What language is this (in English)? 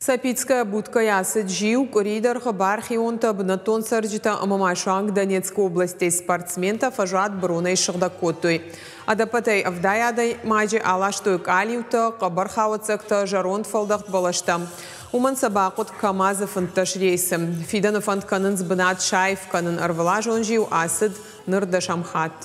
Ossetic